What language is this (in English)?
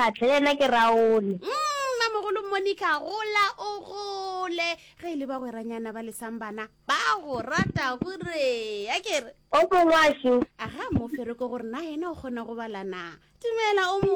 Northern Sotho